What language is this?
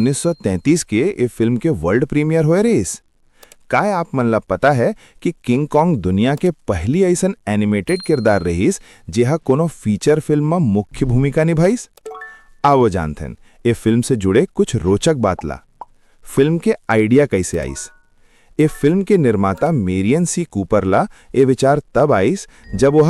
Chhattisgarhi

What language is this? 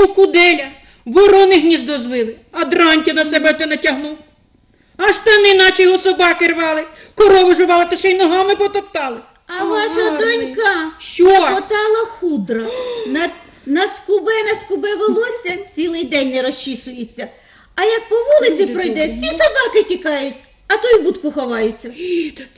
Ukrainian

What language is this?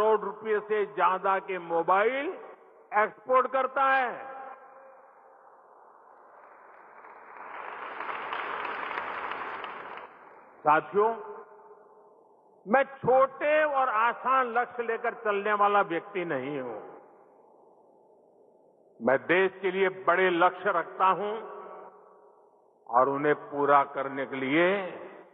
Hindi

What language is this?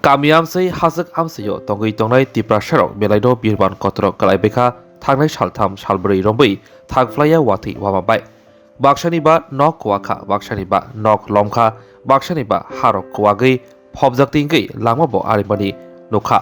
Kok Borok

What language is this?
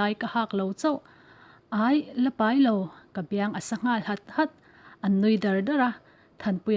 Mizo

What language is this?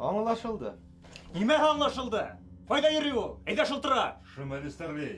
Bashkir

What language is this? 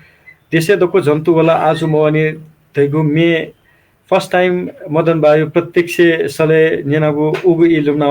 Newari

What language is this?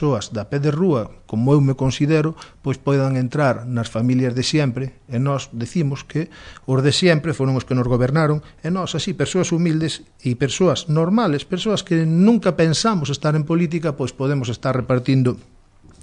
Galician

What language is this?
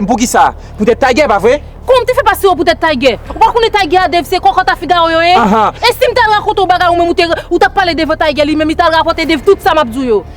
Haitian Creole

